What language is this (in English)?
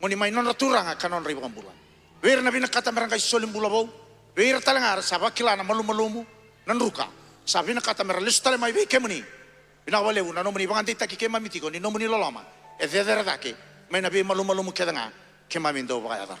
Fijian